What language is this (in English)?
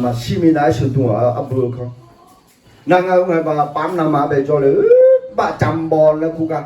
Akha